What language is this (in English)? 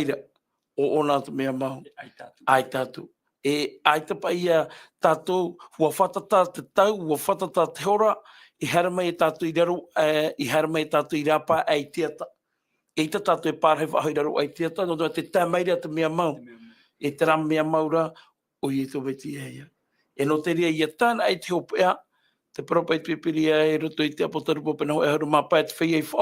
Tahitian